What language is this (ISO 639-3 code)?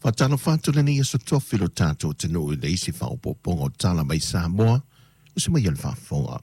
smo